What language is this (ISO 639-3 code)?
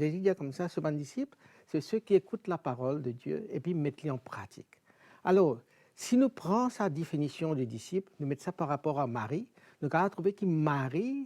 mfe